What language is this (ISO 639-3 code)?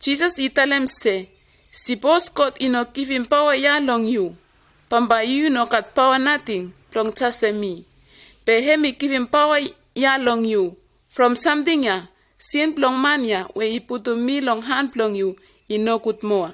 bis